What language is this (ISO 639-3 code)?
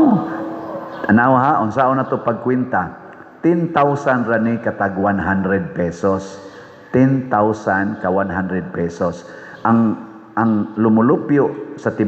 ceb